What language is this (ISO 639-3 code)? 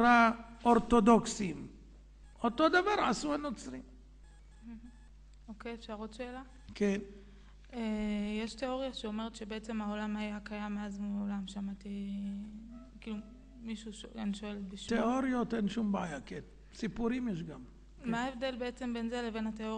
heb